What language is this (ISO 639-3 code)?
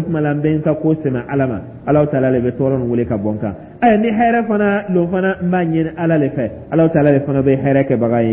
dyu